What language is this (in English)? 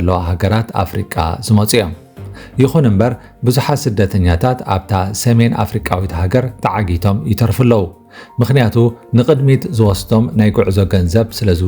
Tigrinya